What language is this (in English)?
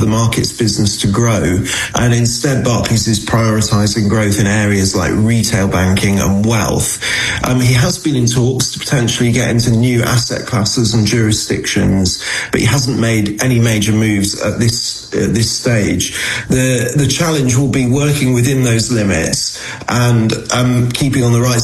English